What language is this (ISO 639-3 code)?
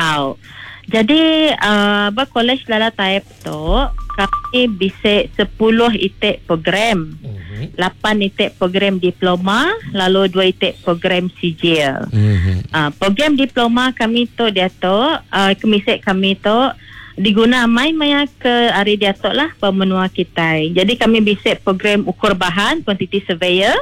iba